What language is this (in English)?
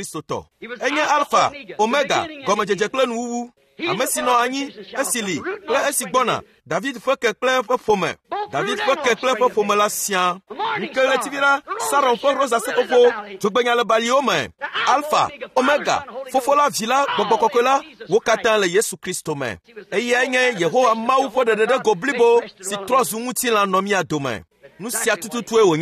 Ewe